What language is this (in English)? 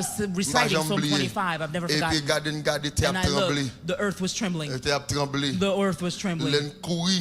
Haitian Creole